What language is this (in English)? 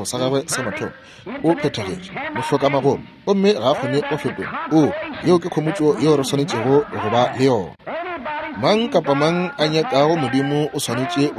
Northern Sotho